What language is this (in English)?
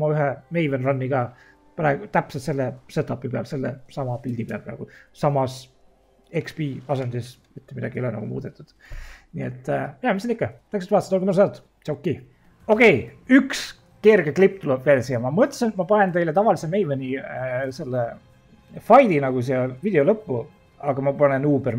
Estonian